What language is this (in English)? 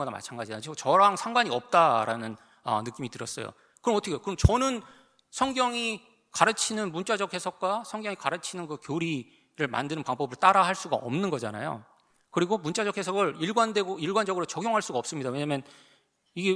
Korean